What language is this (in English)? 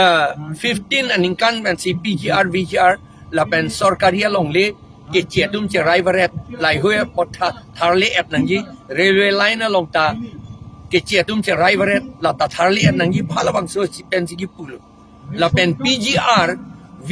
Karbi